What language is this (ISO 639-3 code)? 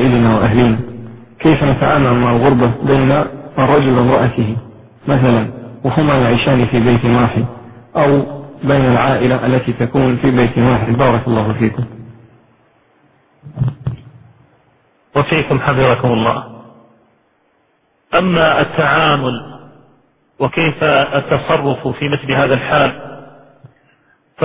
ara